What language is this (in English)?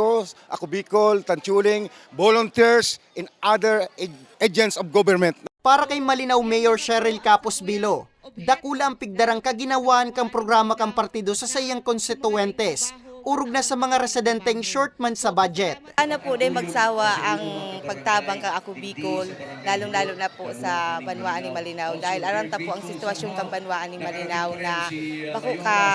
Bikol